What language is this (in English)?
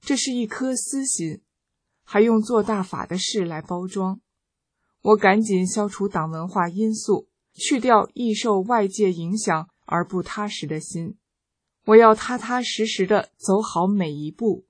Chinese